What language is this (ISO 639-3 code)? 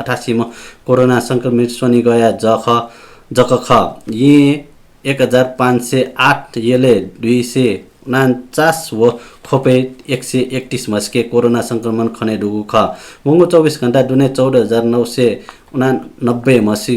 new